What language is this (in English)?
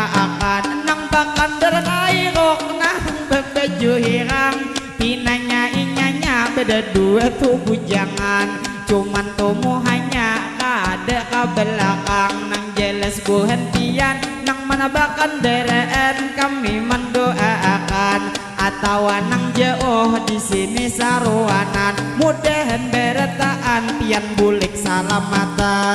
Banjar